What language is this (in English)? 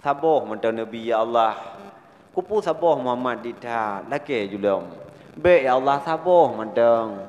Achinese